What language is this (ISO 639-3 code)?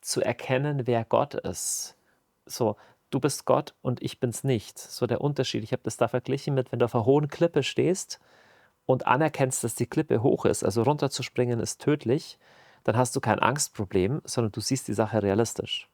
gsw